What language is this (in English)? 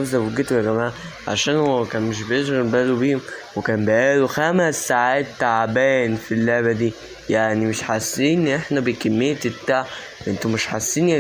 Egyptian Arabic